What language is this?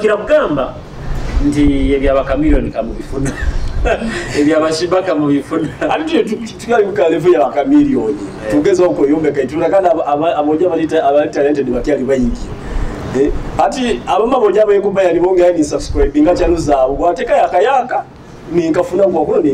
Nyoro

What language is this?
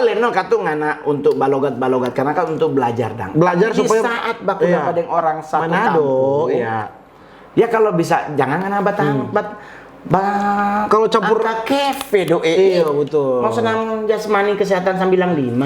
Manado Malay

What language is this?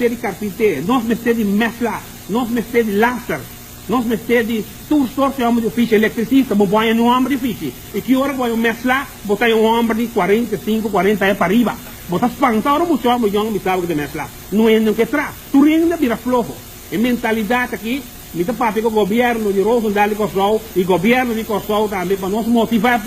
Papiamento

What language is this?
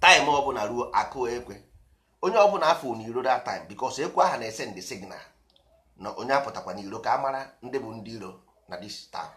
Igbo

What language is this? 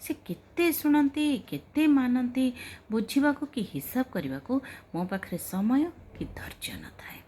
Odia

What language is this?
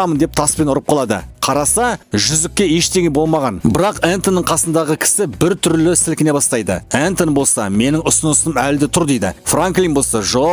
Kazakh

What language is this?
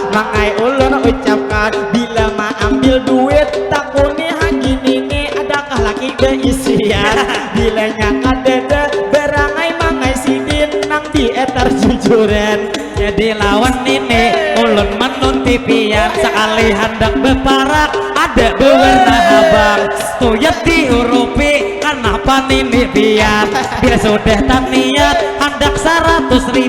Banjar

